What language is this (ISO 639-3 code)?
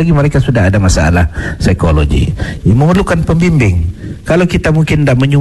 msa